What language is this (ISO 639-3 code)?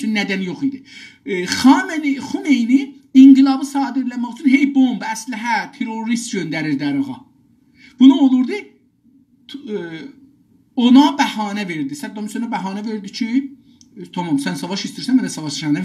azb